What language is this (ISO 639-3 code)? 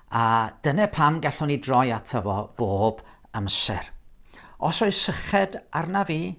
cym